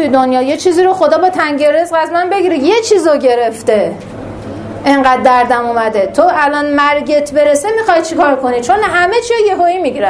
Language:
Persian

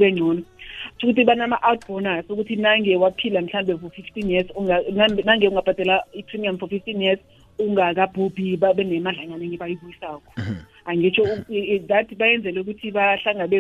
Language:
South Ndebele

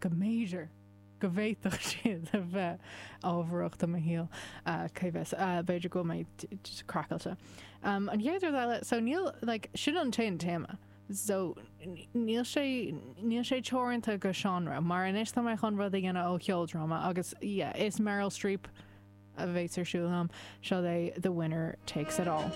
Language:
Irish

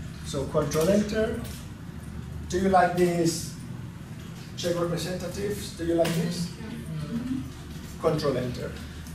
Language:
English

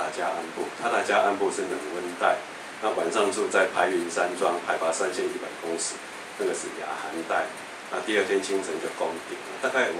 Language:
Chinese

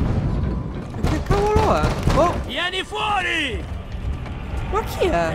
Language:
Italian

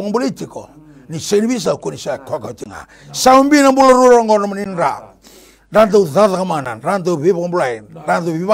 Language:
Fijian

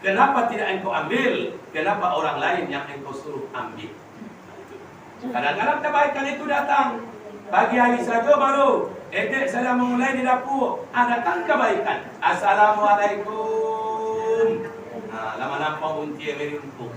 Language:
Minangkabau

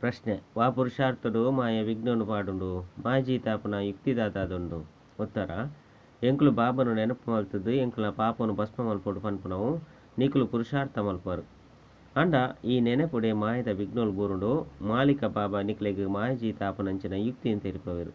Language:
Tulu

